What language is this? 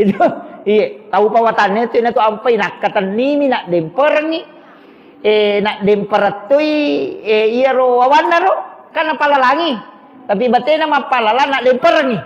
Buginese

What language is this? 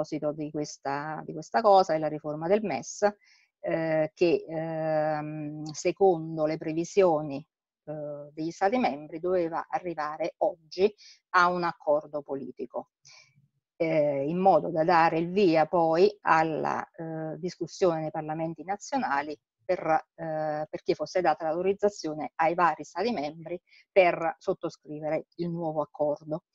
Italian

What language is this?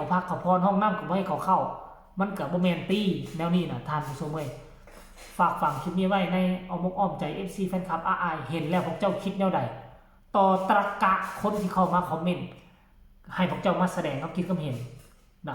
Northeastern Thai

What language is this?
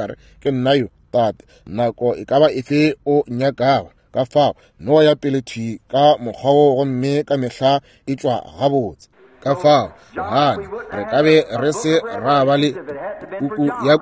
Northern Sotho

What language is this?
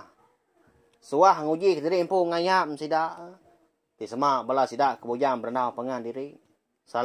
Iban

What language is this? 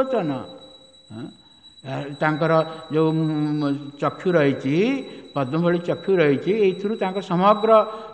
Odia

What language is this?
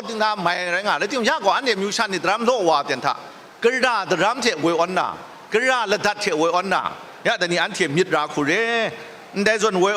Kachin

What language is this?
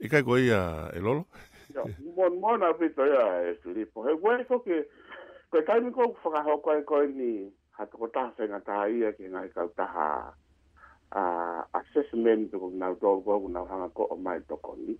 Tongan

